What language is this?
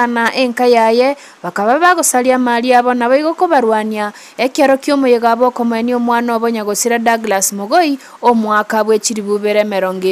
Gusii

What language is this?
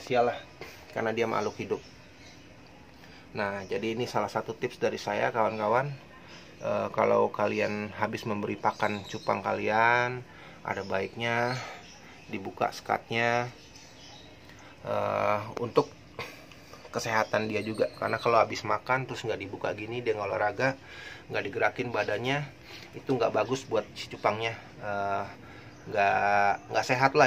Indonesian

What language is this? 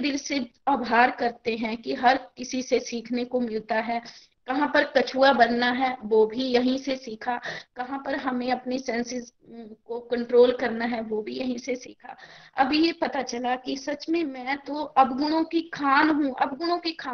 Hindi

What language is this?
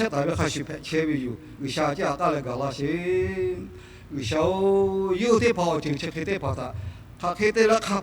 Lahu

